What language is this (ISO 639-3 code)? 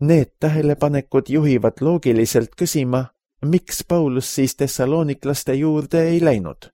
est